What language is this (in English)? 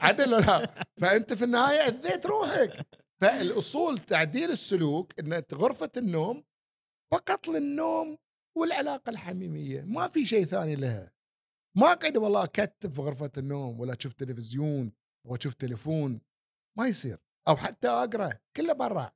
Gulf Arabic